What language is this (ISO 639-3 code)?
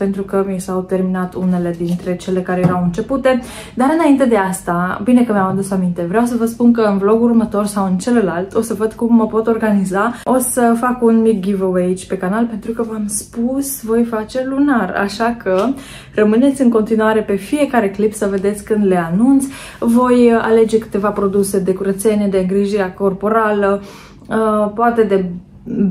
ron